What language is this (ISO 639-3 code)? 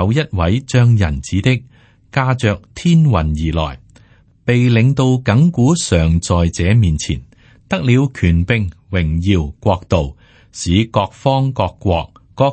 yue